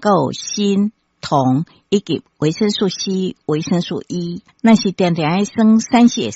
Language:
Min Nan Chinese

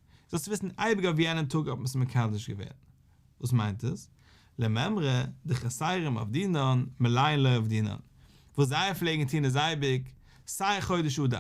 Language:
Yiddish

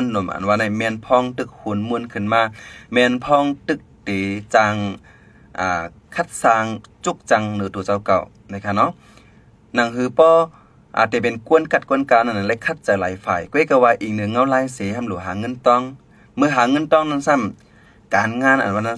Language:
Shan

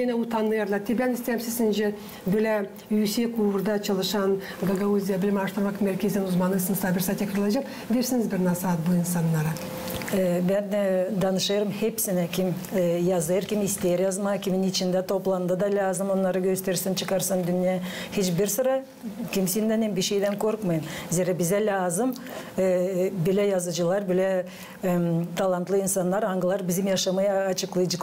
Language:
Gagauz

